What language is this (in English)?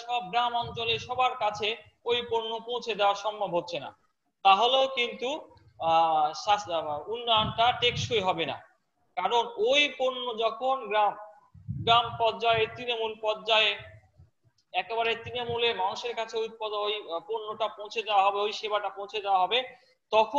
Bangla